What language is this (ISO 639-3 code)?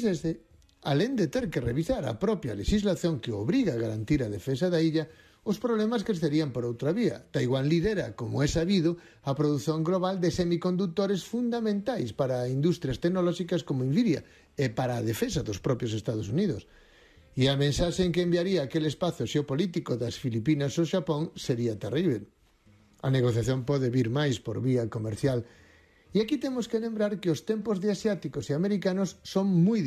glg